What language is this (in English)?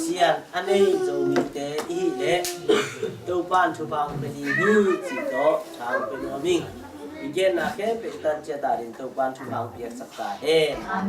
Tedim Chin